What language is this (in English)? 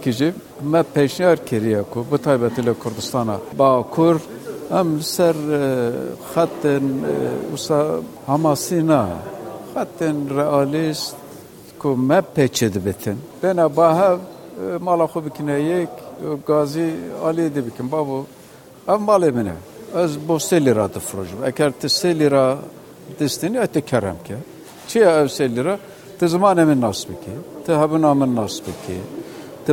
Kurdish